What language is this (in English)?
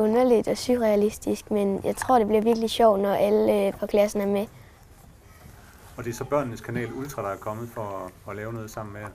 Danish